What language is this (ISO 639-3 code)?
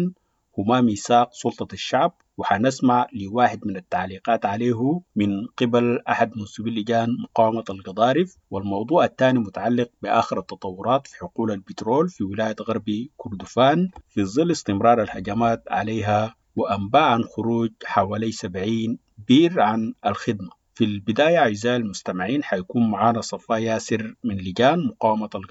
apd